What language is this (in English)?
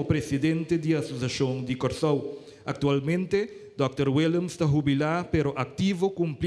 Papiamento